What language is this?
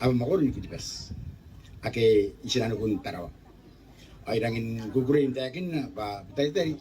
Gilbertese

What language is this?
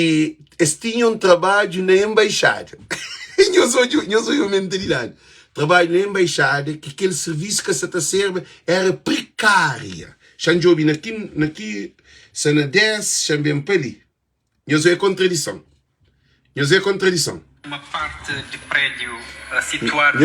Kabuverdianu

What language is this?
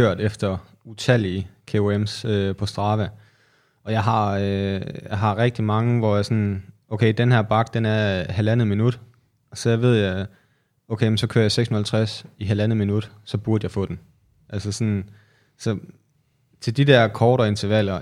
Danish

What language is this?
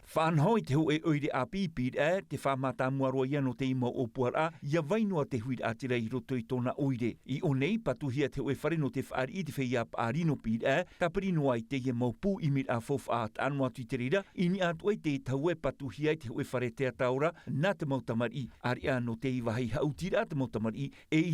Tahitian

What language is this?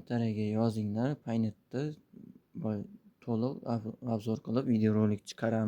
Uzbek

